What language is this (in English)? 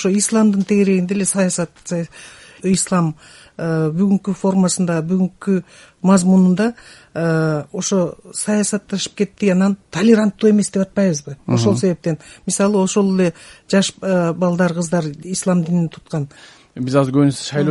Kyrgyz